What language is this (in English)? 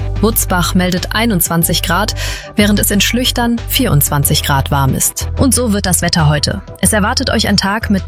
German